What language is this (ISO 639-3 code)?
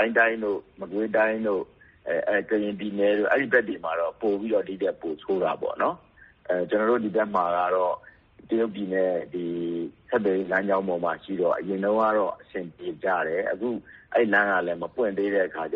mya